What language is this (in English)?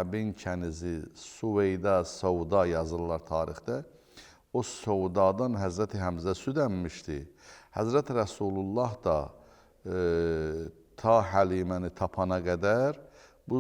Azerbaijani